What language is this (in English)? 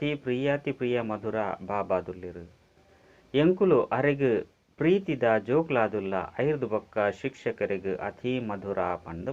Tulu